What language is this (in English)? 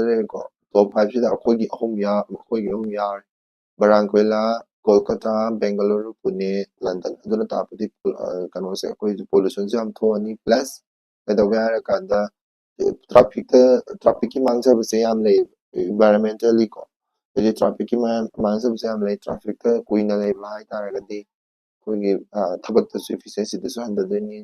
Manipuri